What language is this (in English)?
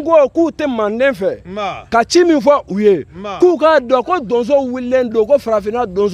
Bambara